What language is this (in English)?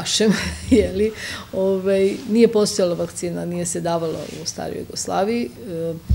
Serbian